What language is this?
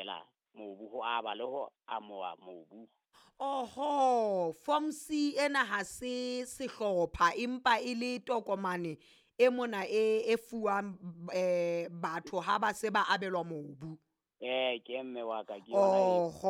Southern Sotho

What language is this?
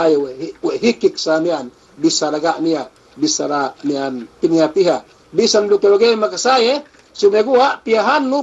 Yakan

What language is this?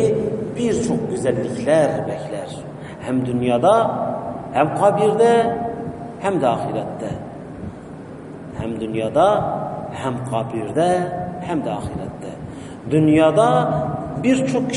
Turkish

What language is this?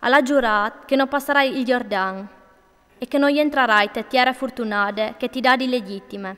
Friulian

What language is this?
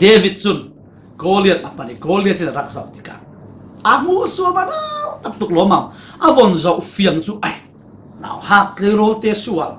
Falam Chin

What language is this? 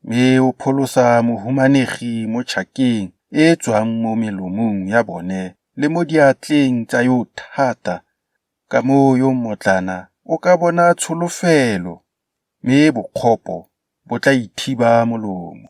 Tswana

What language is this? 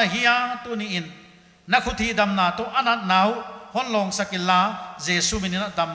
Paite Chin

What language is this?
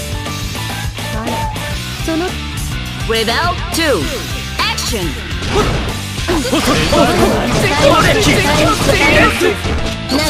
Japanese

